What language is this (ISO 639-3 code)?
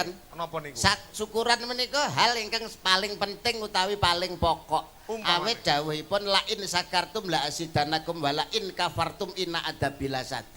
jav